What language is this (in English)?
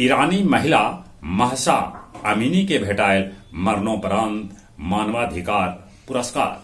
Magahi